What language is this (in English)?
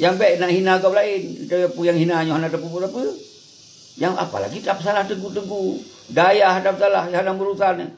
Achinese